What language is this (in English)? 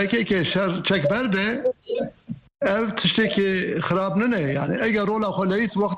Kurdish